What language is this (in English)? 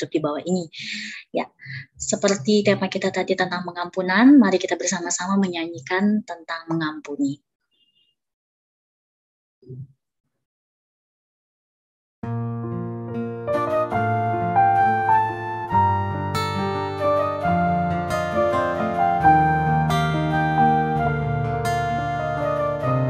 Indonesian